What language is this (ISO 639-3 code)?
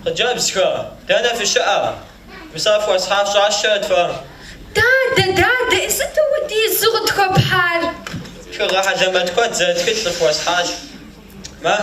kbd